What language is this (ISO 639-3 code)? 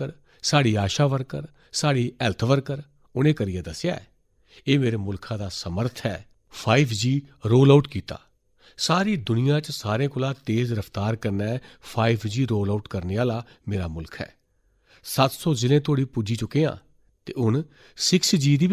doi